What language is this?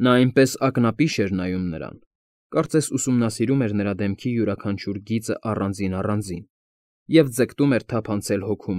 Armenian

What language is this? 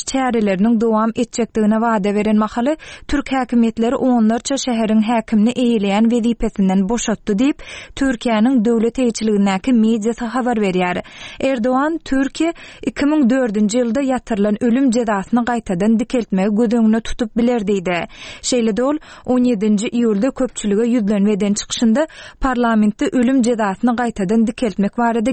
Turkmen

